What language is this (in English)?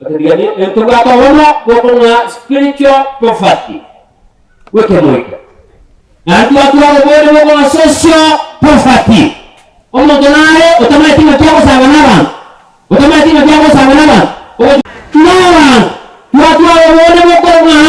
Gusii